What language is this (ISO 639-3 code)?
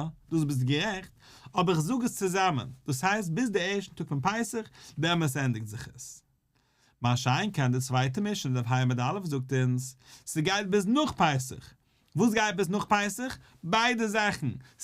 yid